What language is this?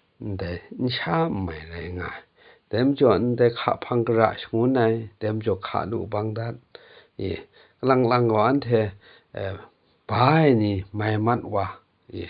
Kachin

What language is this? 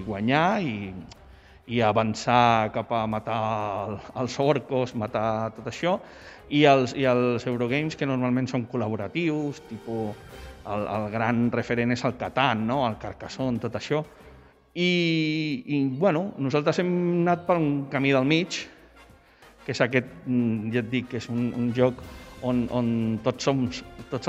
Catalan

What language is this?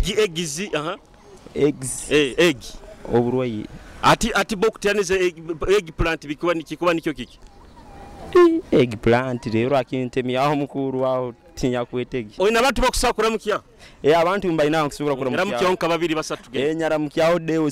Nyoro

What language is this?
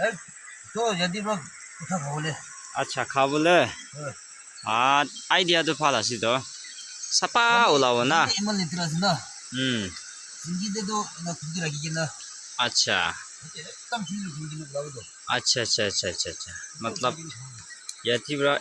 Naga Pidgin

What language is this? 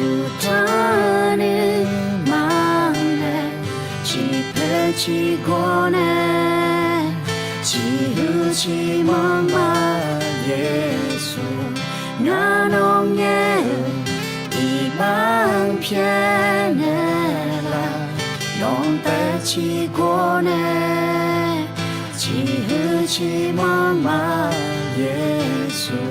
Akha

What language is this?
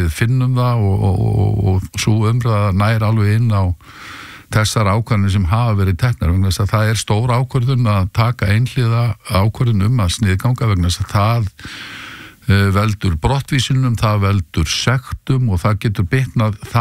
Icelandic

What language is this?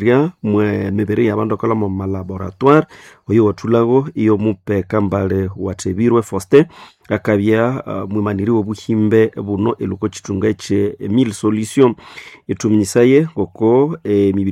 Nande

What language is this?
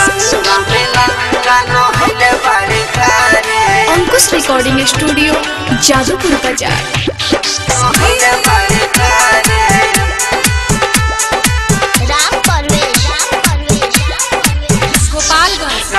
Bhojpuri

